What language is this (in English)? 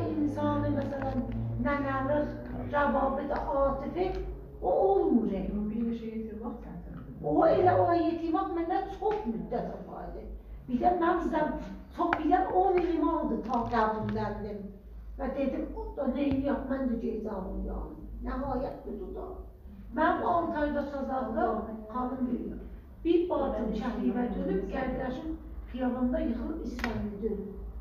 South Azerbaijani